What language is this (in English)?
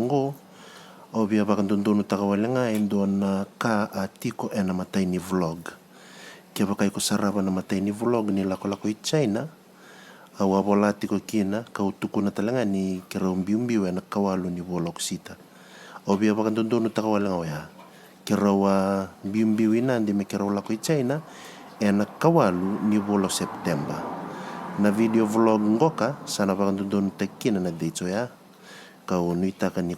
Fijian